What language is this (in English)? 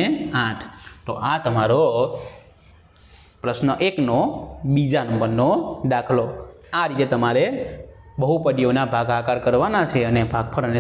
Gujarati